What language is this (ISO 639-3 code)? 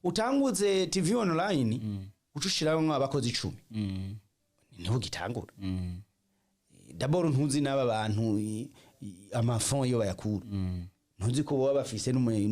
run